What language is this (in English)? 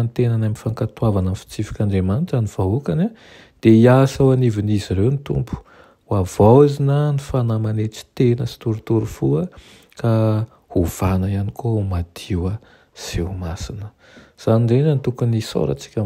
Malagasy